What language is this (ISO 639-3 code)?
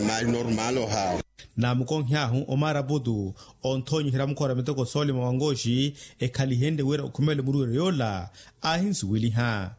vmw